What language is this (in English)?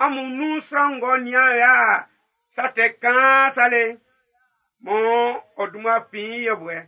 Baoulé